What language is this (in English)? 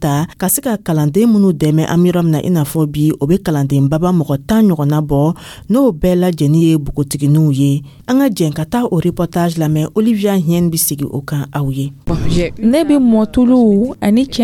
Dyula